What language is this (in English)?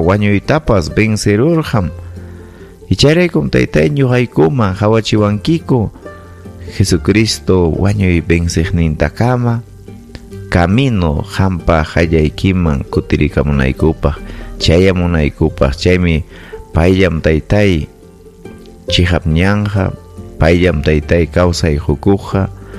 Ayacucho Quechua